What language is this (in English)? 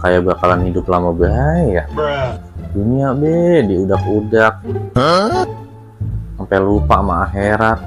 Betawi